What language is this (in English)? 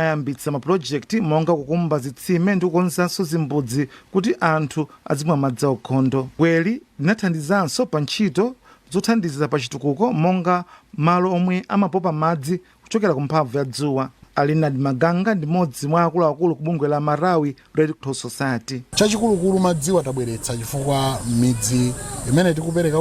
Nyanja